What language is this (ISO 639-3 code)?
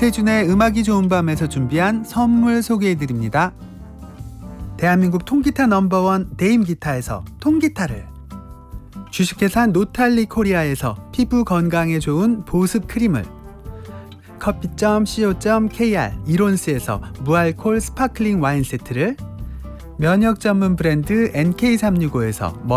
kor